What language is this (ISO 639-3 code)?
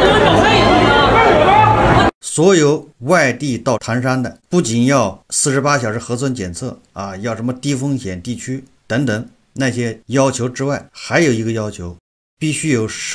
zho